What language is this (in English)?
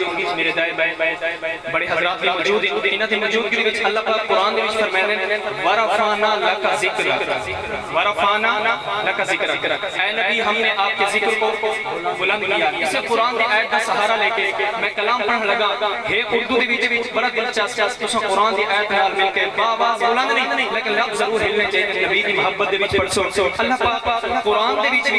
Saraiki